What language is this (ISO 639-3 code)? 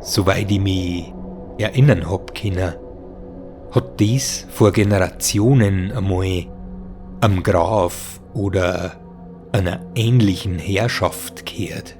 bar